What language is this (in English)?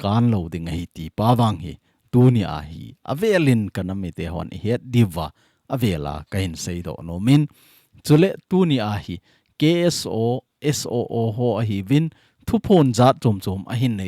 Thado Chin